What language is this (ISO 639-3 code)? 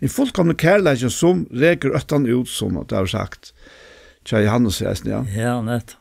fao